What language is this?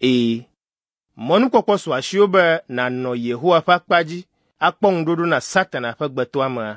Ewe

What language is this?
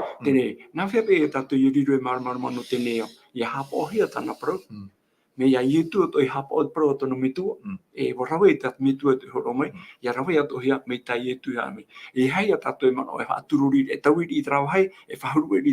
Tahitian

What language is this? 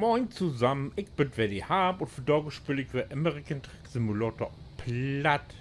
Low German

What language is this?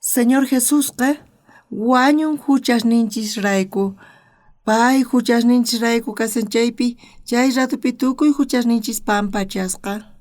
South Bolivian Quechua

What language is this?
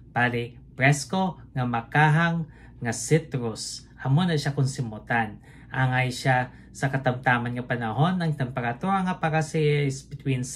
Hiligaynon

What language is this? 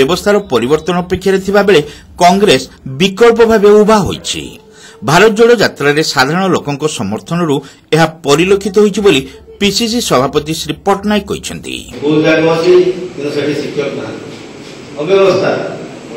Odia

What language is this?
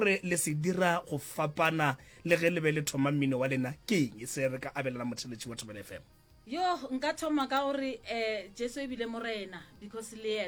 Northern Sotho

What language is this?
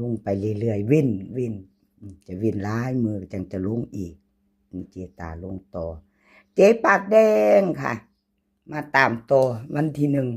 Northeastern Thai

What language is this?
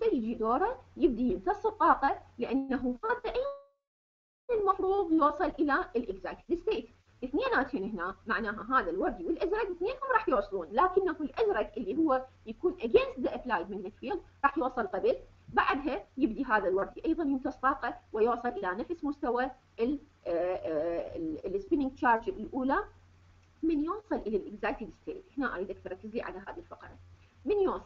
Mesopotamian Arabic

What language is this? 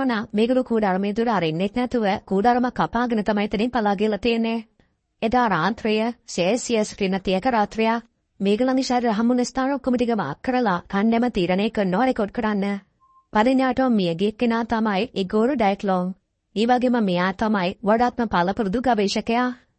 Sinhala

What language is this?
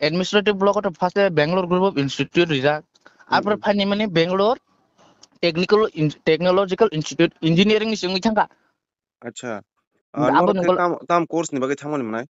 Kok Borok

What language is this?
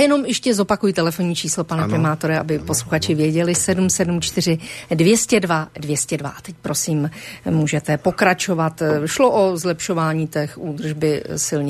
Czech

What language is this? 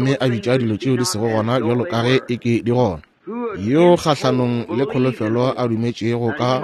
Northern Sotho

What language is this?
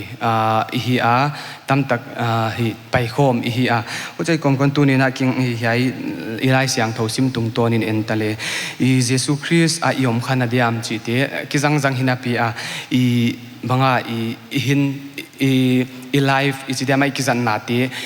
Paite Chin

